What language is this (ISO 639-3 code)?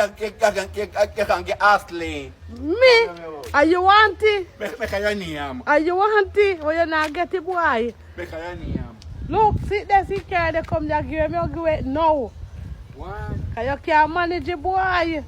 jam